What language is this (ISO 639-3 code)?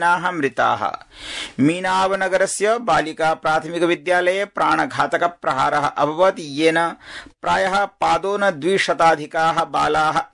san